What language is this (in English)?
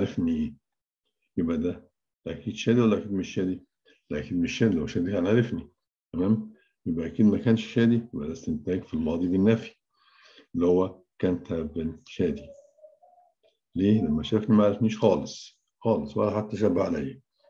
Egyptian Arabic